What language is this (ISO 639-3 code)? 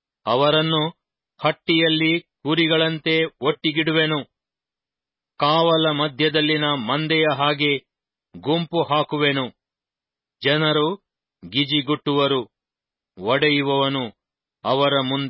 kan